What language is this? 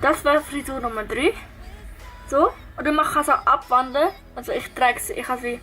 Swiss German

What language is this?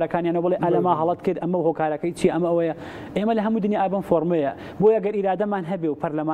Central Kurdish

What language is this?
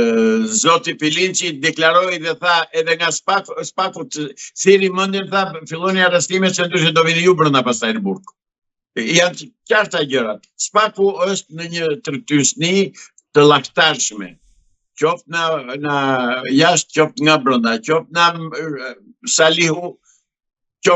Albanian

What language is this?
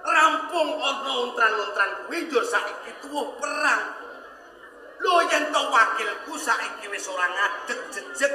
Javanese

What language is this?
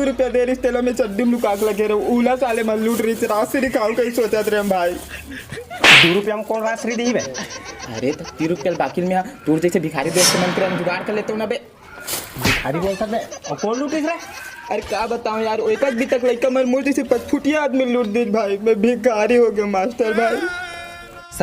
Chhattisgarhi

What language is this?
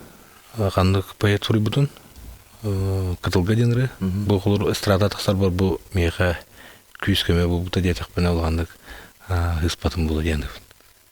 Yakut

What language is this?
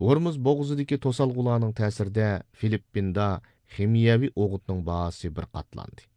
Uyghur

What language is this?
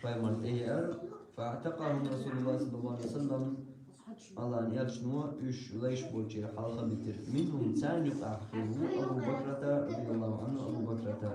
Chechen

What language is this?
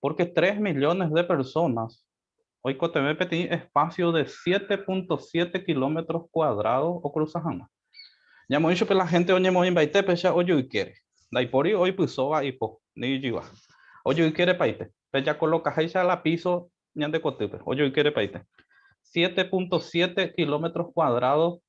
Guarani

